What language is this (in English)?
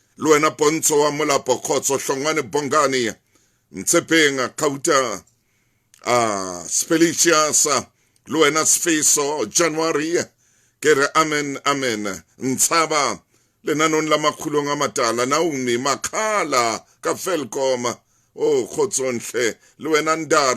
Southern Sotho